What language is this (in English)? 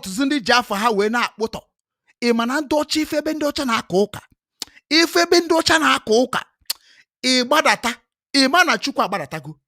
Igbo